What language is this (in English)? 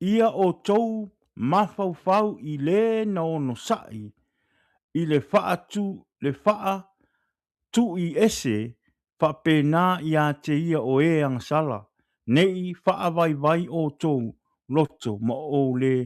Samoan